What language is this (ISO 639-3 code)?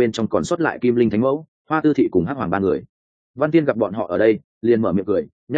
vie